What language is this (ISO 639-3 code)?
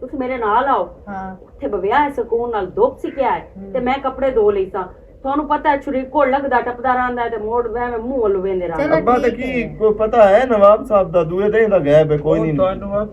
lah